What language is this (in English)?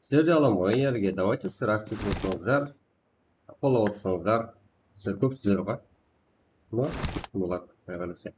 Kara-Kalpak